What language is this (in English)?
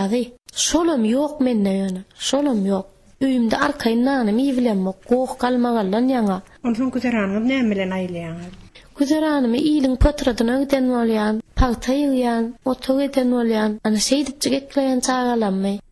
Turkmen